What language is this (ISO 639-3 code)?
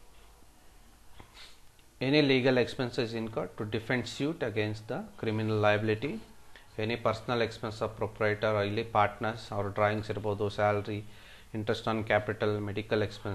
kan